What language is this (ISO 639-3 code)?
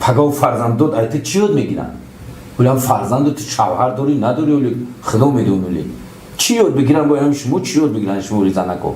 tgk